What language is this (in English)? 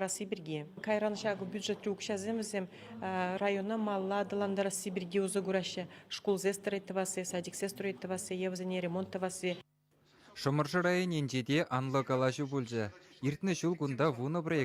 Chuvash